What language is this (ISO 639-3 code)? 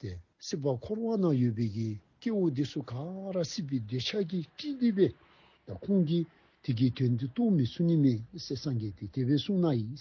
dzo